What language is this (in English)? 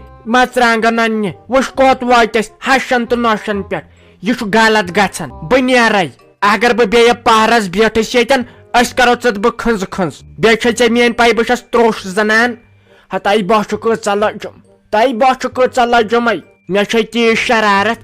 Kashmiri